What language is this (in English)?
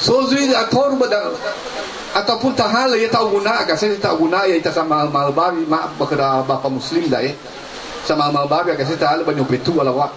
Nias